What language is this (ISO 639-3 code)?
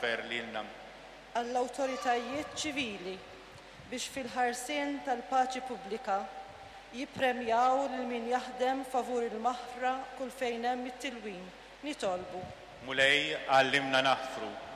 mlt